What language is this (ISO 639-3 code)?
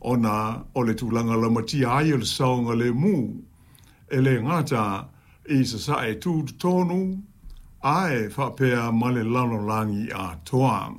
smo